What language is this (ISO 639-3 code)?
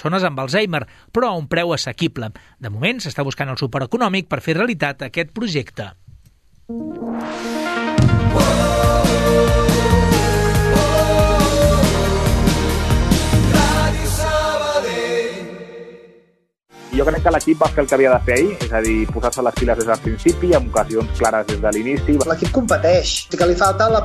cat